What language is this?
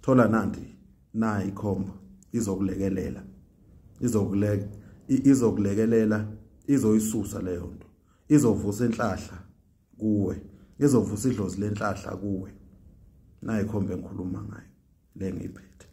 Zulu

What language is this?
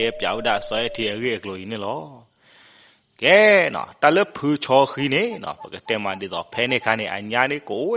S'gaw Karen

